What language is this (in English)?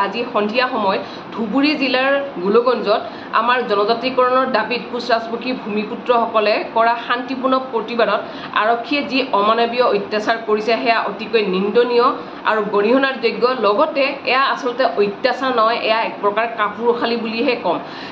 Assamese